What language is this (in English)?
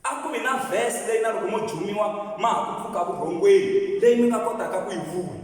Tsonga